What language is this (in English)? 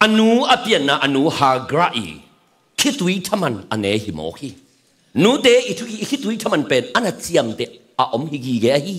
Tedim Chin